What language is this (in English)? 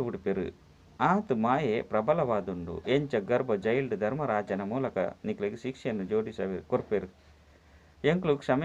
Tulu